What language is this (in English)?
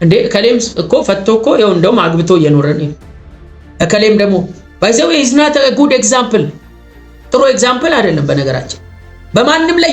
Amharic